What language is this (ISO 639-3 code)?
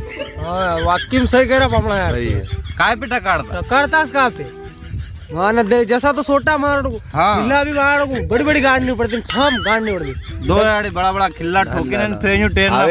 raj